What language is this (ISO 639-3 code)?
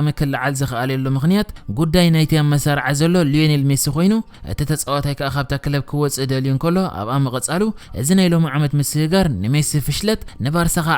tir